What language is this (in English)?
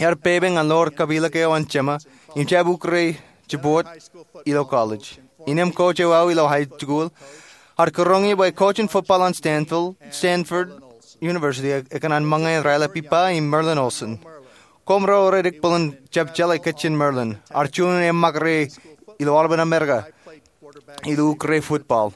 Marshallese